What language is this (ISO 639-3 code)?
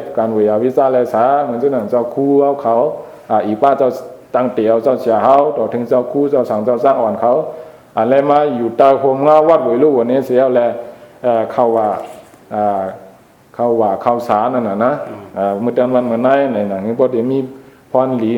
shn